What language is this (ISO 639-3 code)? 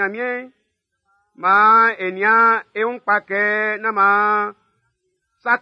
bci